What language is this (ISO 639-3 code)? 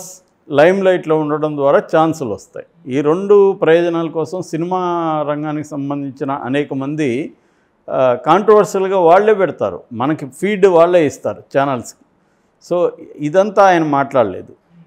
tel